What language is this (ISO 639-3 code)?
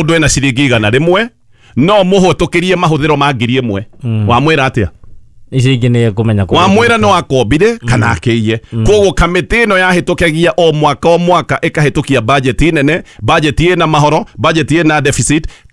kik